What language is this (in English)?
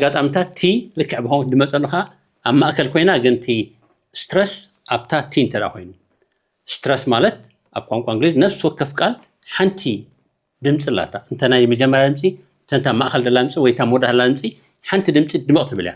Tigrinya